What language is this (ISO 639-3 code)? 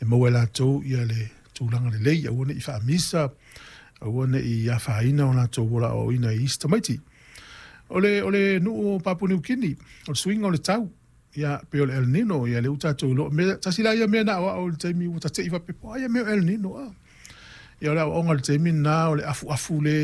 smo